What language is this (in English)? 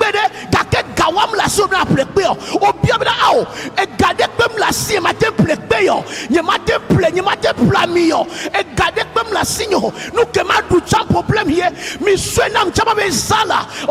Ewe